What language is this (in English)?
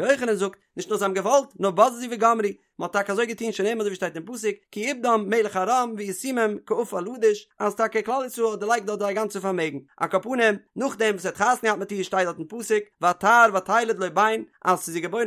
Yiddish